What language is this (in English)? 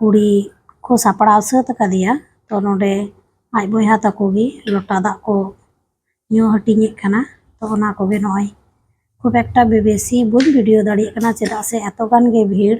Santali